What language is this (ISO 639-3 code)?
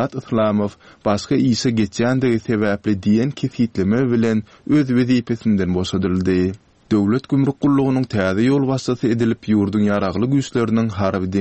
tuk